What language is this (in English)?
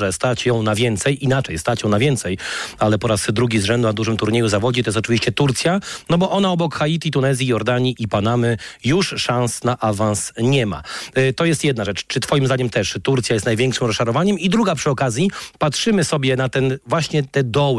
Polish